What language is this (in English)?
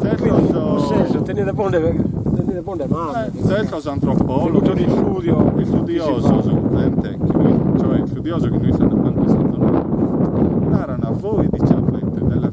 Sardinian